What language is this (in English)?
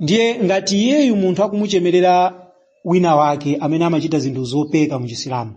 Nyanja